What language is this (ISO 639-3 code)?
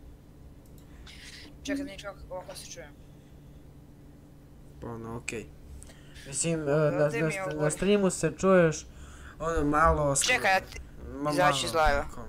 hrv